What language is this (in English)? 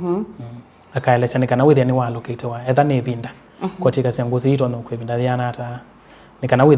Kamba